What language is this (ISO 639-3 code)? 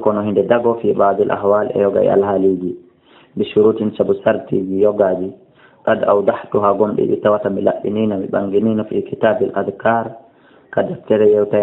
ful